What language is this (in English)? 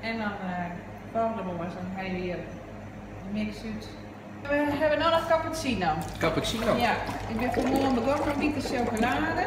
Western Frisian